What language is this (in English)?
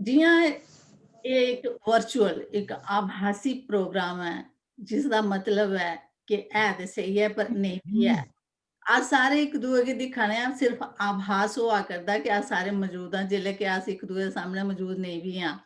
Dogri